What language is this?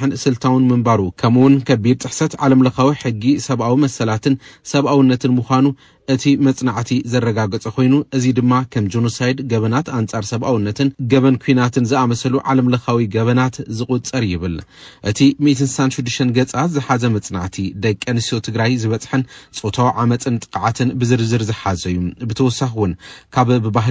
Tigrinya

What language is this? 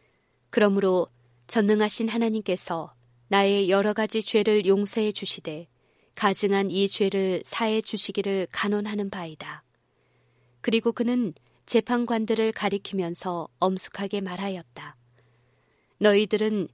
Korean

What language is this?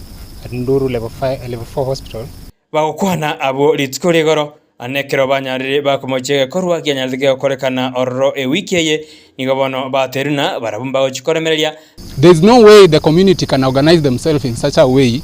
Gusii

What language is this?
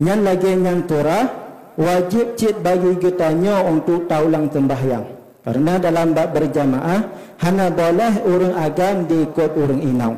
Achinese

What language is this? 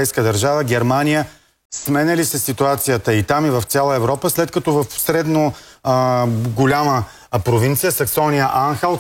Bulgarian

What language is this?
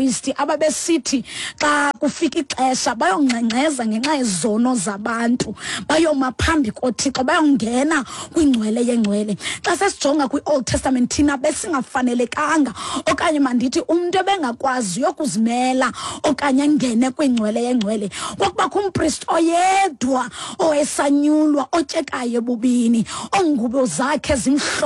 Xhosa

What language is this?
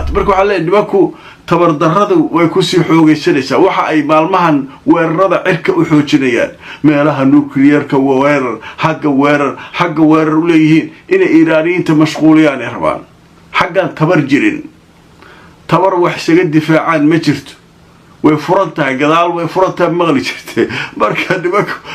Somali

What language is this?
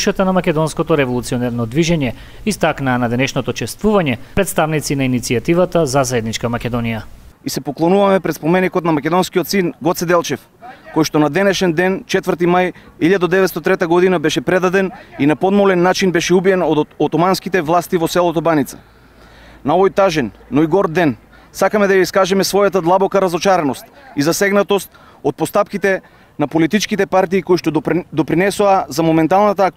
Macedonian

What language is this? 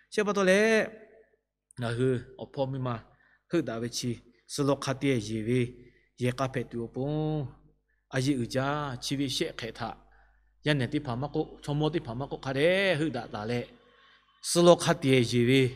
Lahu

